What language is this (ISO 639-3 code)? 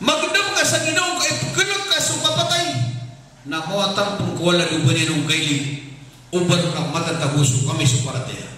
mrw